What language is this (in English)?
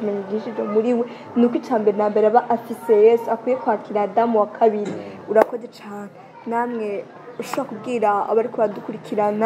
Rundi